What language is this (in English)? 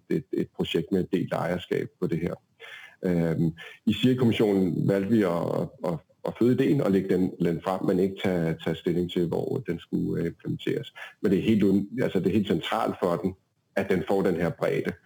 Danish